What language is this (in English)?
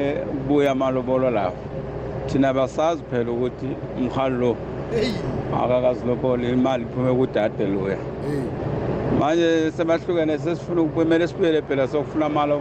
South Ndebele